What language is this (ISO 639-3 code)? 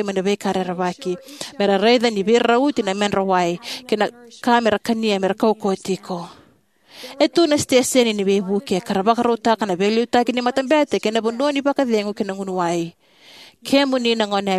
fij